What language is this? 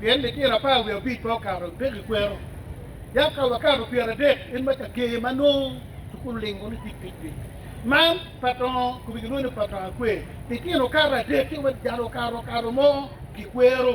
Acoli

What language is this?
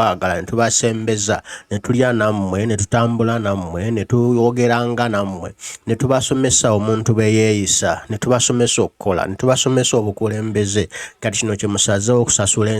Ganda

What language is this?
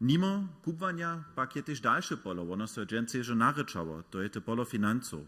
Upper Sorbian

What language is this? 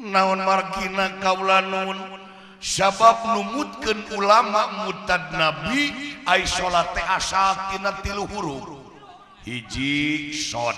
Sundanese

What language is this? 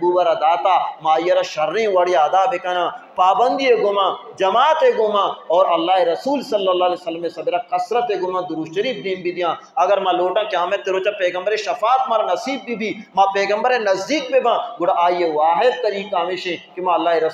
Baluchi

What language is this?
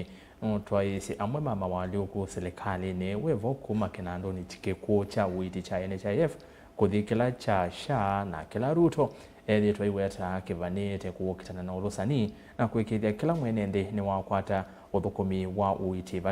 Kamba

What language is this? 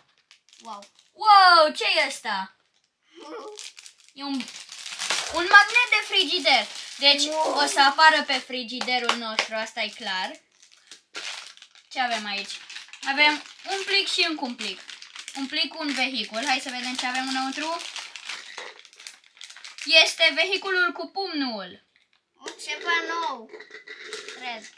Romanian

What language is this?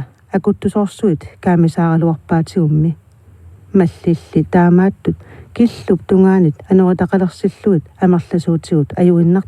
Kalaallisut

